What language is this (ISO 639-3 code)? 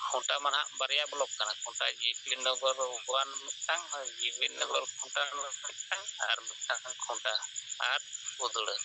sat